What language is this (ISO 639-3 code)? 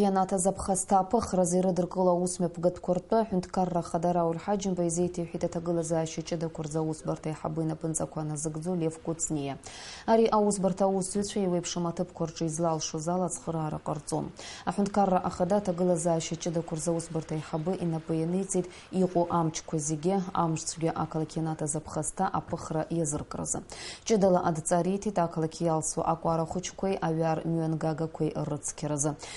abk